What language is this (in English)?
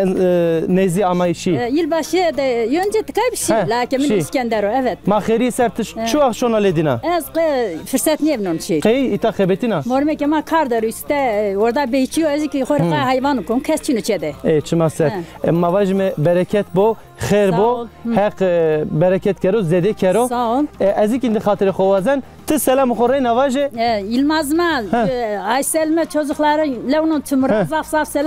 Zaza